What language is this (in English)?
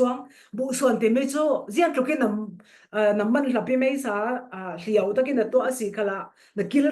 Falam Chin